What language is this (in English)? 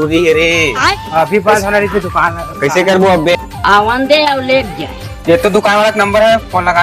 Chhattisgarhi